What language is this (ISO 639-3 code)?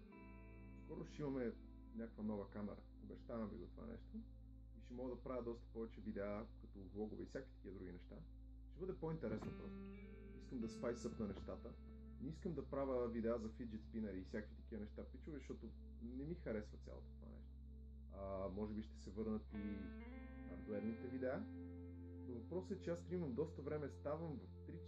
bul